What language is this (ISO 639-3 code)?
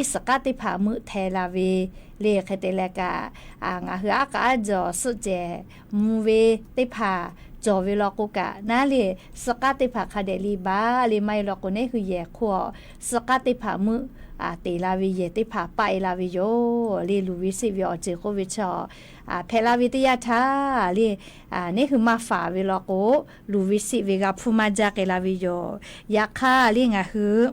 lhu